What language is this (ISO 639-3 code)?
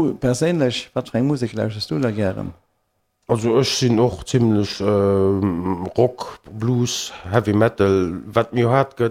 ltz